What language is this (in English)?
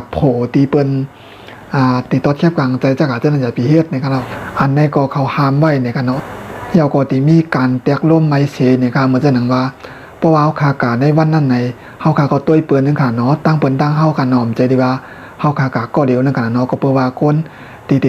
Shan